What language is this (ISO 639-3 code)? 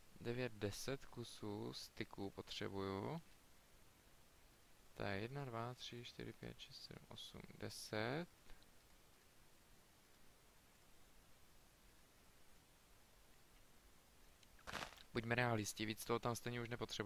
ces